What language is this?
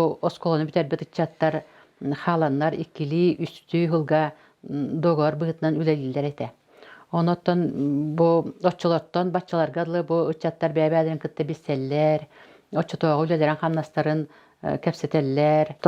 Yakut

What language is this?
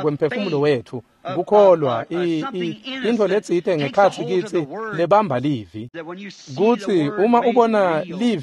Swati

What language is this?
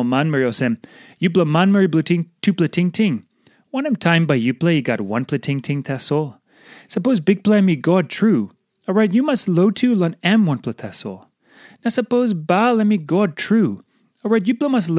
Tok Pisin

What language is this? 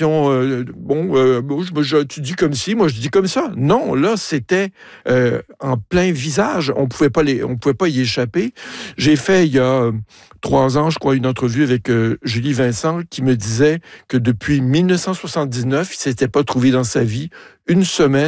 French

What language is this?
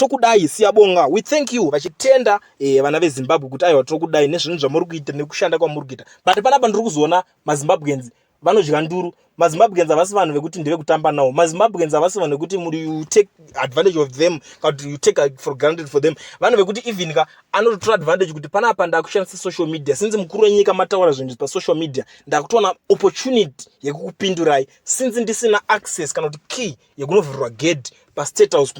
Shona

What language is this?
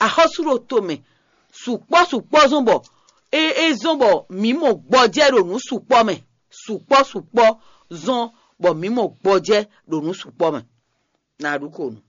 Fon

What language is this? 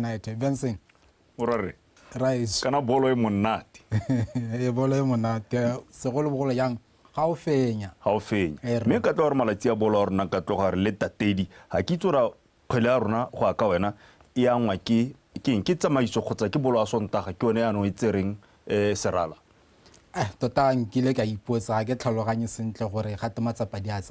Tswana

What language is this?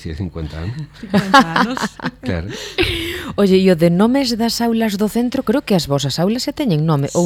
Galician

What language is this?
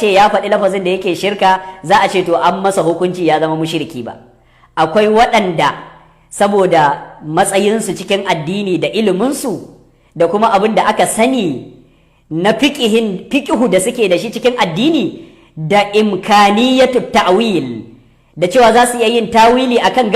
Hausa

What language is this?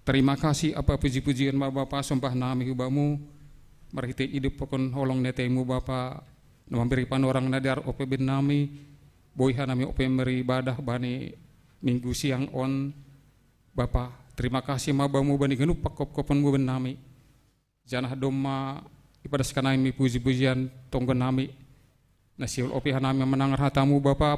Batak Simalungun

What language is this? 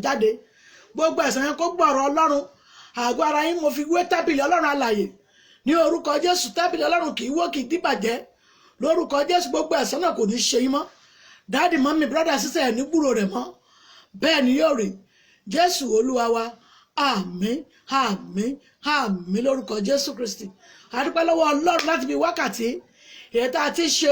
Yoruba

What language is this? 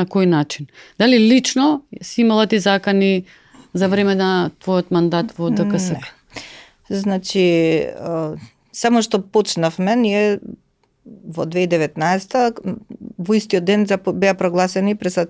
Macedonian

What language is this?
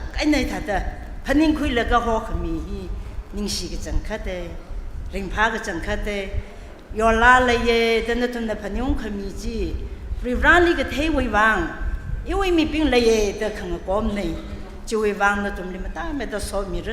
Tangkhul Naga (India)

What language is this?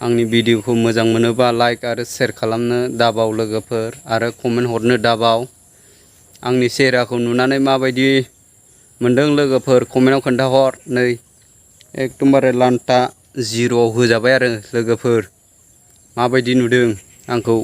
Bodo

